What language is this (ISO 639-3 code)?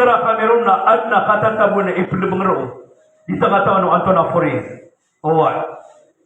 mrw